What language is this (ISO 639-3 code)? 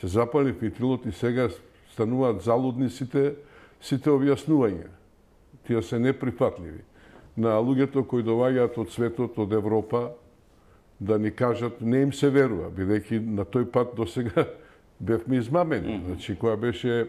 mkd